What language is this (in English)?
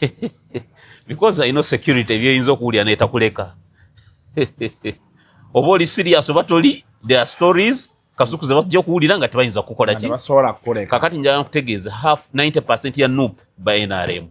Ganda